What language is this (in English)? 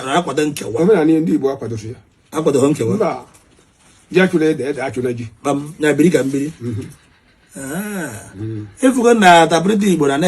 Igbo